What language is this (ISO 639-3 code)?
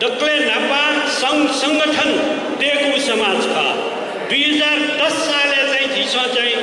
new